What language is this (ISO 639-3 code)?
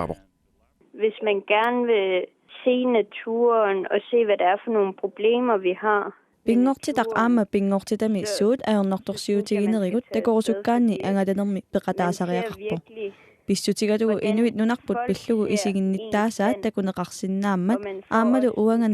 kal